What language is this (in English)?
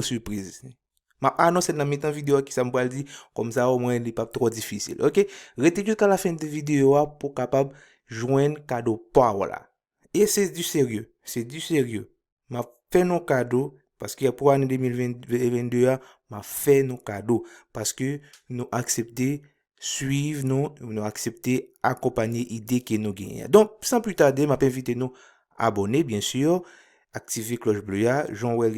Haitian Creole